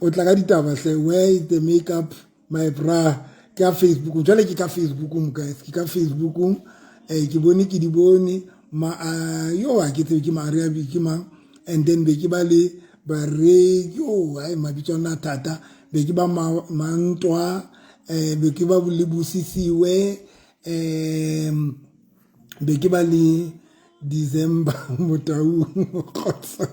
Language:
Southern Sotho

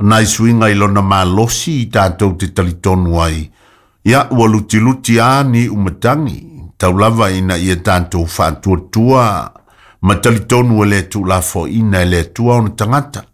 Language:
Samoan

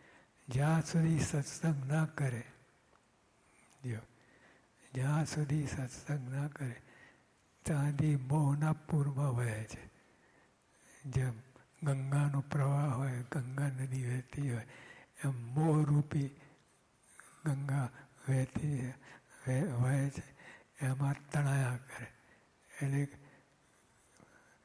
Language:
Gujarati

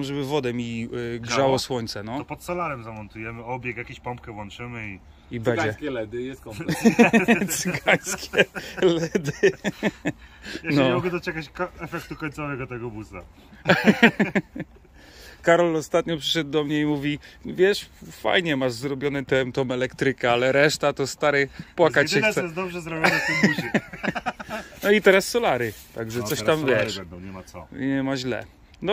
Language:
Polish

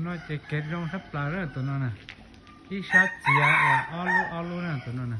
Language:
Hmong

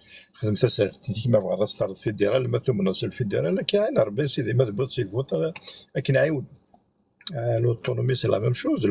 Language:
Kabyle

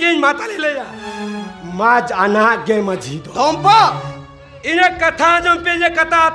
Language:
Santali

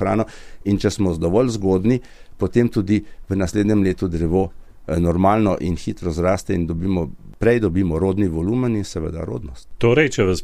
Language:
Slovenian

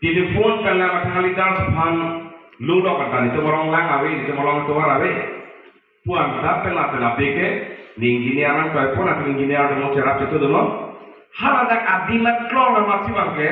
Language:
Karbi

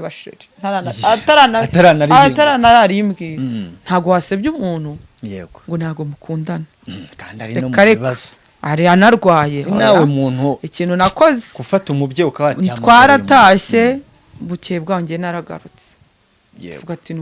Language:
Kinyarwanda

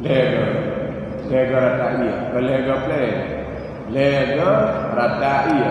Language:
Achinese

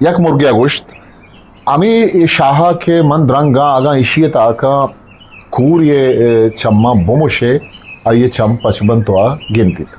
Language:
Eastern Balochi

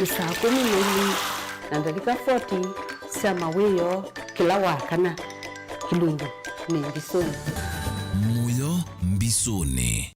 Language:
Kamba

